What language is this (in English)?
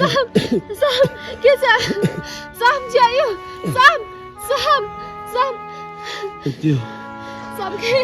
Khasi